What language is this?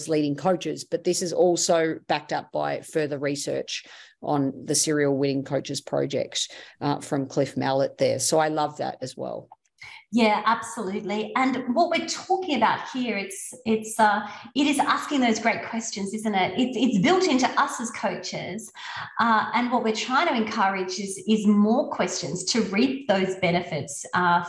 English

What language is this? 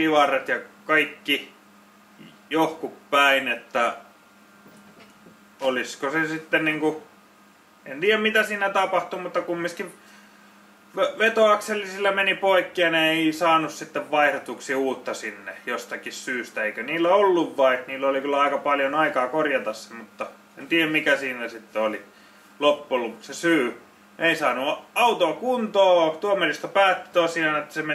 Finnish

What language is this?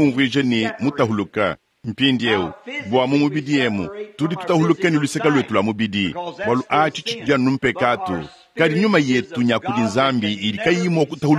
Luba-Lulua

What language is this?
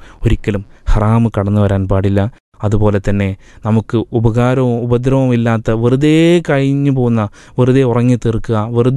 Malayalam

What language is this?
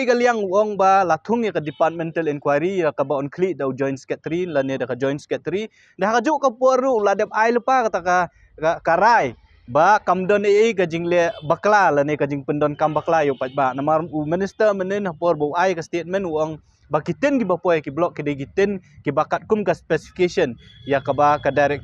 Khasi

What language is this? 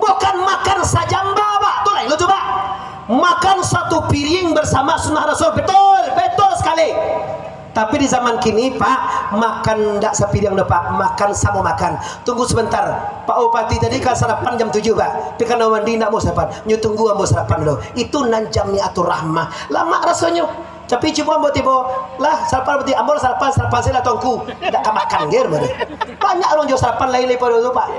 Minangkabau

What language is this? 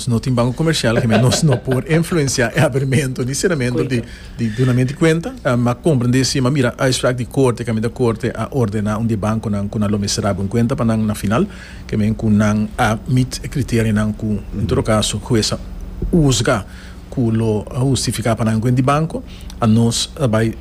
Papiamento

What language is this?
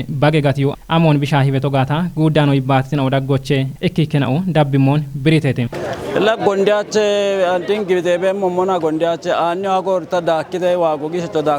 Kafa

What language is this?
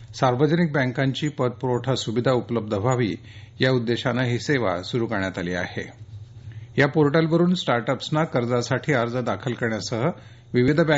Marathi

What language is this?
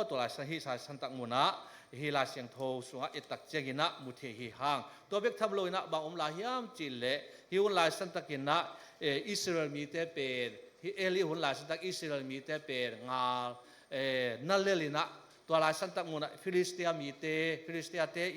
Tedim Chin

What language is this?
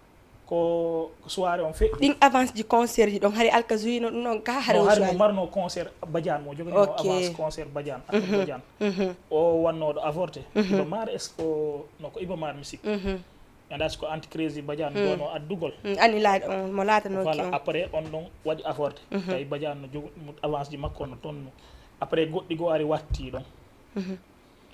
Fula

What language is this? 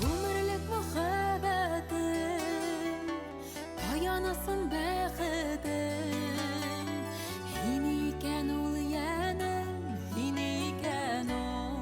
Bashkir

